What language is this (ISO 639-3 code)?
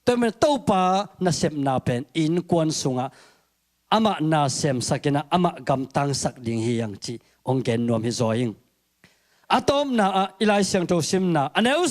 ctd